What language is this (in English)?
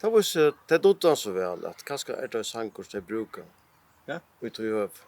Faroese